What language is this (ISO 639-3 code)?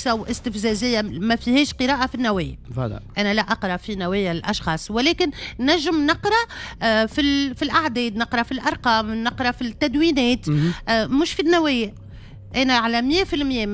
aeb